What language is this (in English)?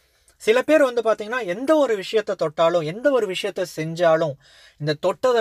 Tamil